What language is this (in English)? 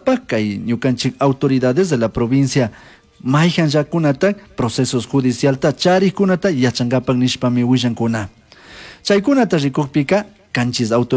Chimborazo Highland Quichua